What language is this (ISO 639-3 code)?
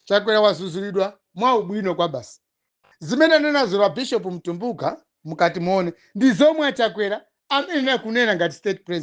nya